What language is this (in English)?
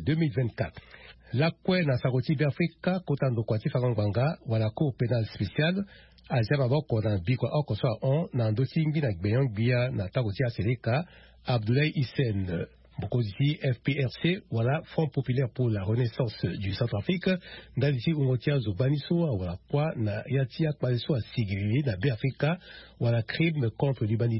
Sango